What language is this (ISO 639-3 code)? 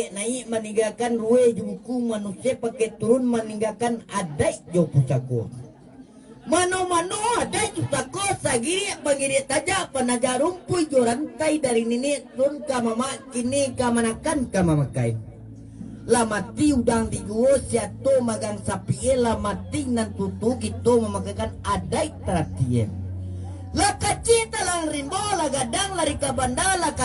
min